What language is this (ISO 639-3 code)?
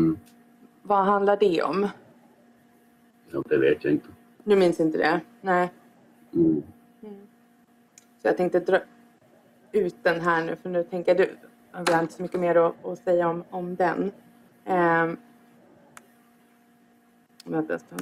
swe